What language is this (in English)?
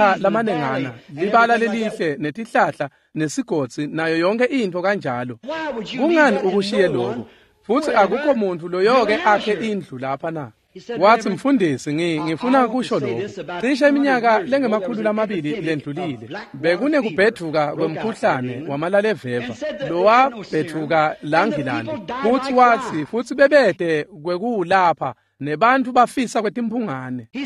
Swati